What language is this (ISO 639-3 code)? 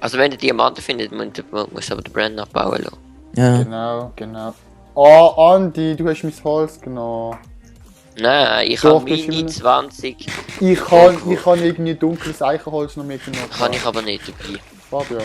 gsw